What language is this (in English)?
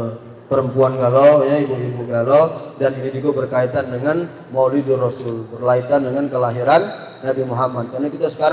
Musi